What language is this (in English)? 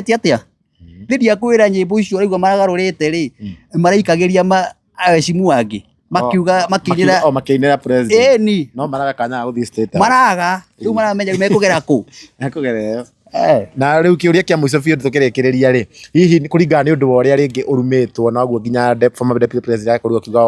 Kikuyu